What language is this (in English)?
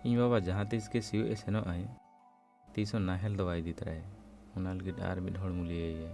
Santali